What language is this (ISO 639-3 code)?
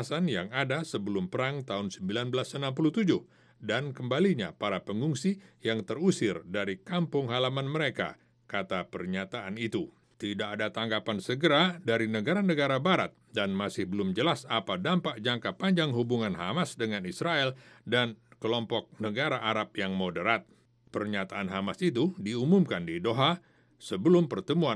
ind